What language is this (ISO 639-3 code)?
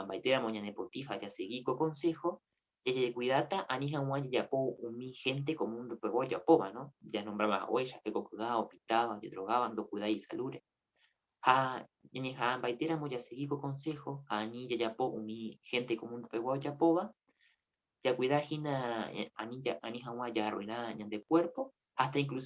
grn